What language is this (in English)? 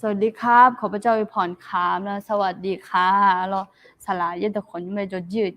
Akha